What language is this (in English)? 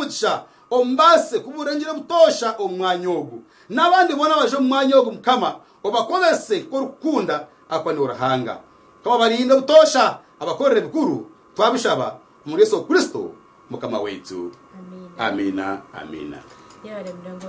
Nyankole